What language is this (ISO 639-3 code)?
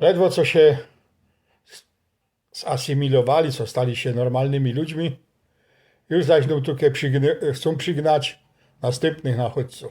szl